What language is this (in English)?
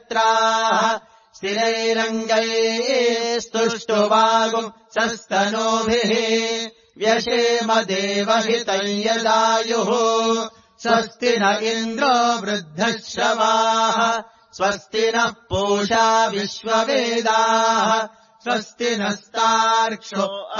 Sanskrit